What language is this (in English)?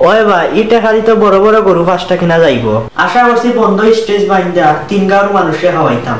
Sylheti